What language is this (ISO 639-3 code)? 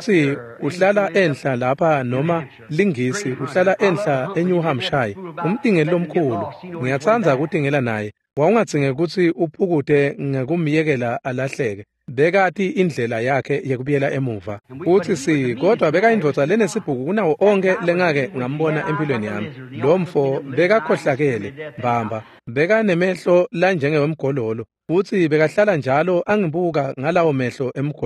ssw